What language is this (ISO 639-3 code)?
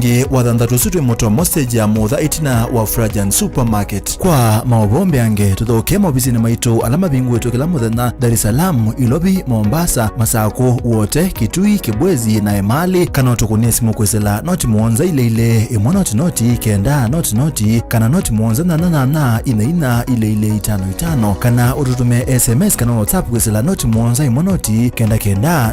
kam